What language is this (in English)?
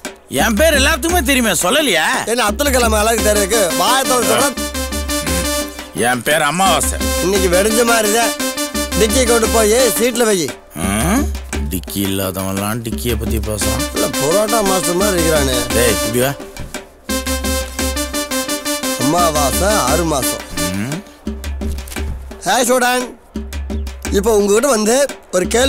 Tamil